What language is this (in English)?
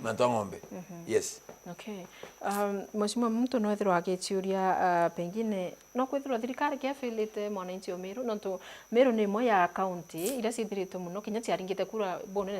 Meru